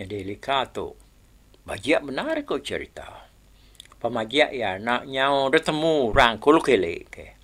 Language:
Iban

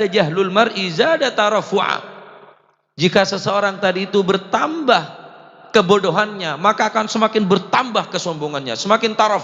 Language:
Madurese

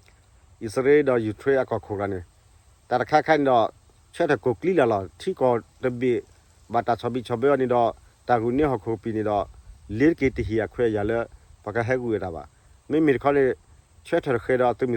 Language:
S'gaw Karen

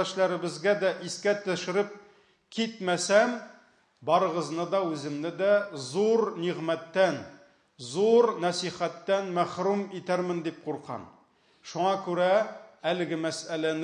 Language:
Tatar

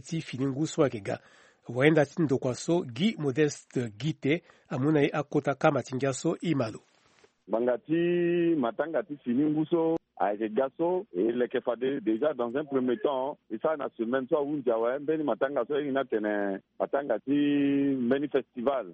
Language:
Sango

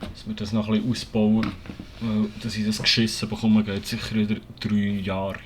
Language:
Swiss German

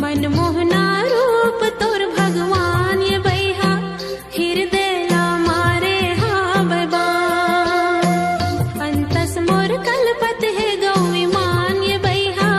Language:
Chhattisgarhi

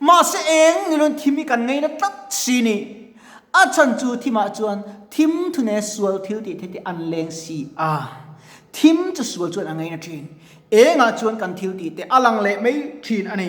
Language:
Mizo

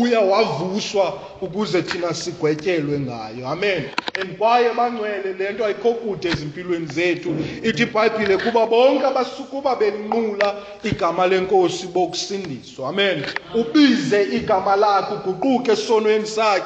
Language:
Xhosa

